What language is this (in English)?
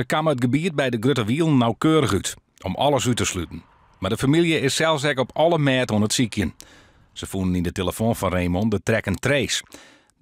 Western Frisian